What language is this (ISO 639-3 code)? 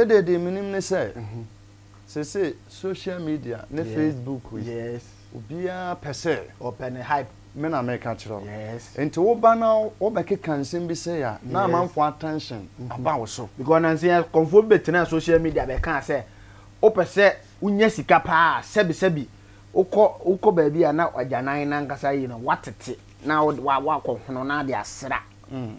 aka